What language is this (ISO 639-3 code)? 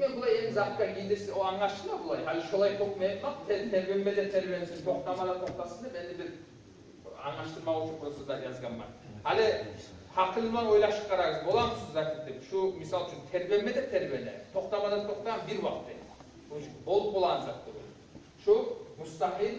kum